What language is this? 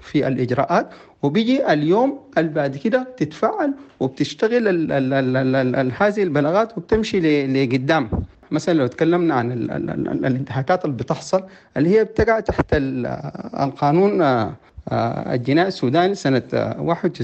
Sudanese Arabic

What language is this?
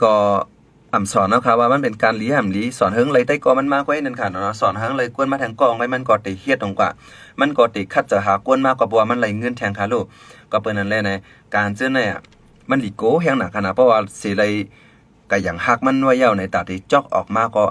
Shan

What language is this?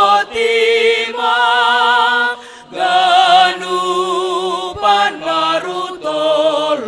Batak Simalungun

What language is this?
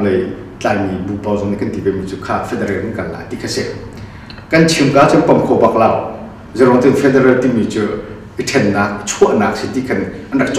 Hakha Chin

